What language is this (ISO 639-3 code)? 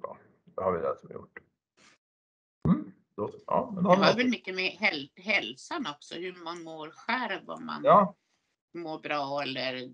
swe